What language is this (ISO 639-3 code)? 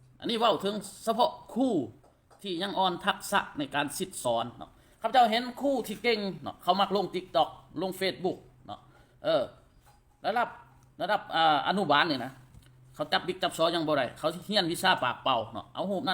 lao